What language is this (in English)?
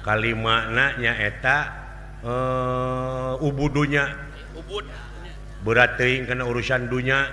Sundanese